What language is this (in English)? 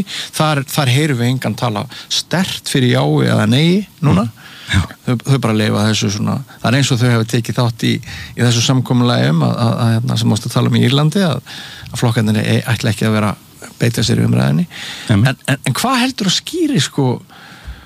Icelandic